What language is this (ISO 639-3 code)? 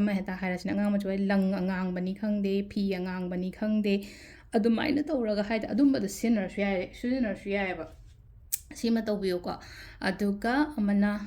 mni